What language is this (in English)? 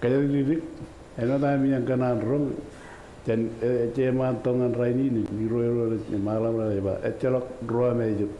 Marshallese